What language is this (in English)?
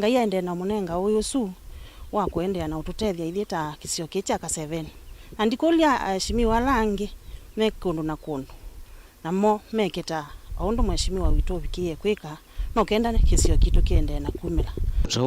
Kamba